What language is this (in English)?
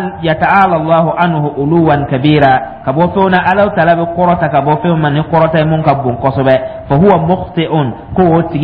Dyula